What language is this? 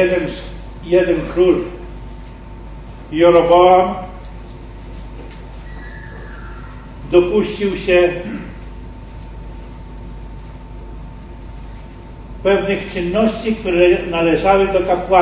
Polish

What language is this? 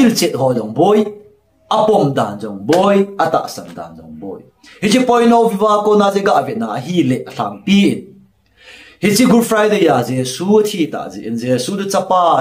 Thado Chin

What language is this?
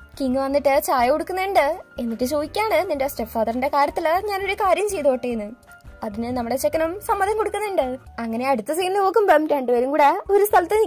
Malayalam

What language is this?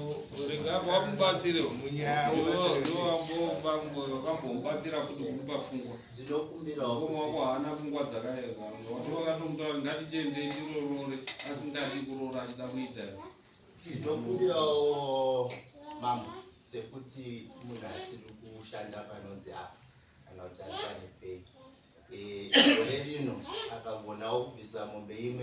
Shona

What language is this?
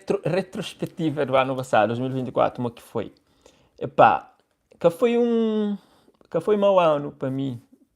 Kabuverdianu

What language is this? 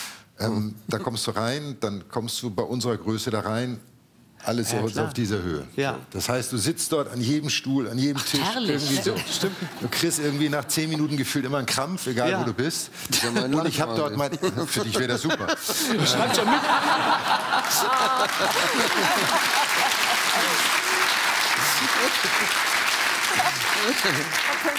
German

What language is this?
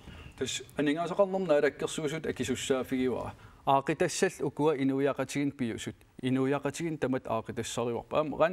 Kalaallisut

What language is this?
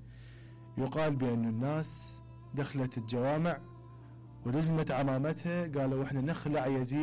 Mesopotamian Arabic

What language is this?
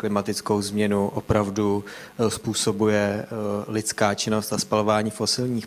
Czech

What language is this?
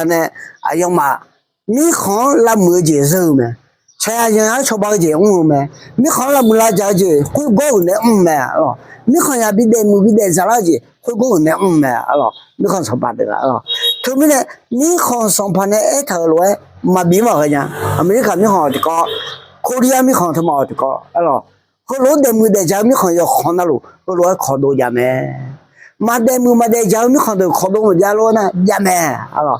Akha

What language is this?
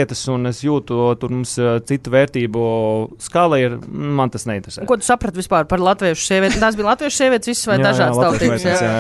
Latvian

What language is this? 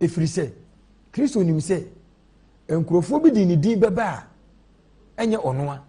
Akan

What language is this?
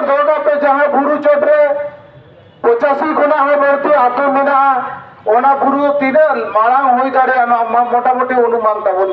Santali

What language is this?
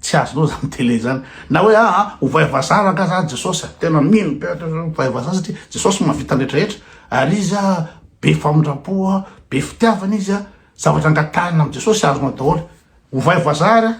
Malagasy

